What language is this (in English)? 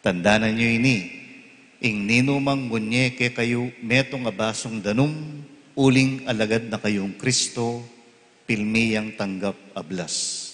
Pampanga